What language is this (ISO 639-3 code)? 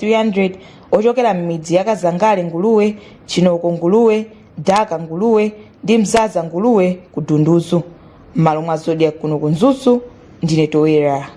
nya